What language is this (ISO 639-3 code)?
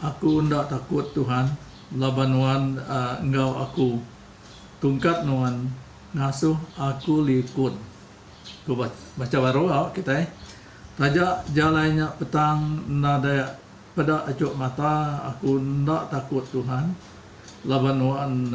iba